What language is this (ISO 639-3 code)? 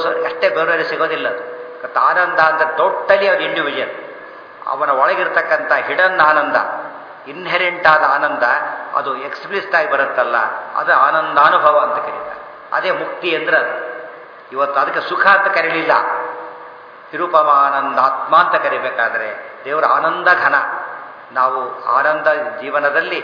kan